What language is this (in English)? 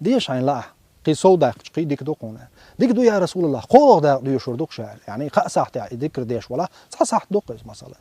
Chechen